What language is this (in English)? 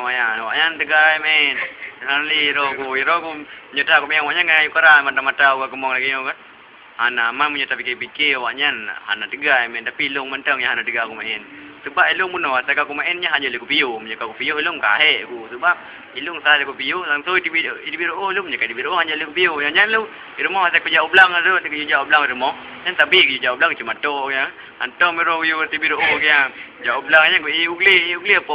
Achinese